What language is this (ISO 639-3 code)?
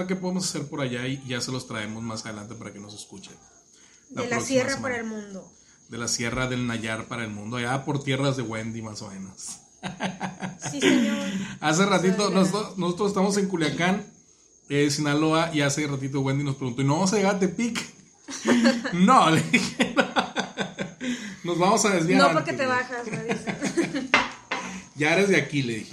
spa